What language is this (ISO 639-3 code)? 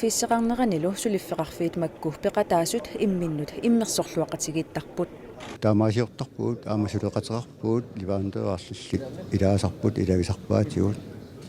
kal